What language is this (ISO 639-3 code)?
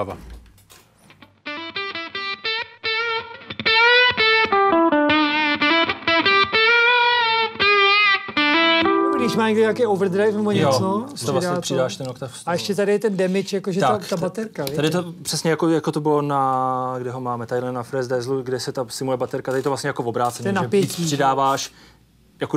ces